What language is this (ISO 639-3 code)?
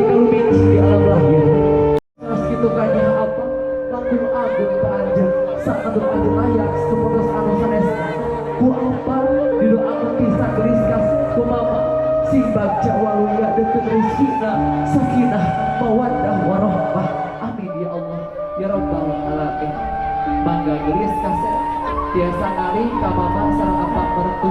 sun